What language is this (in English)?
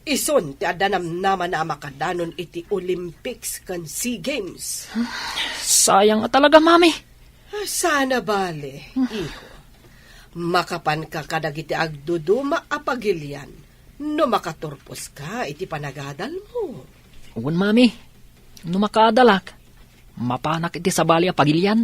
Iloko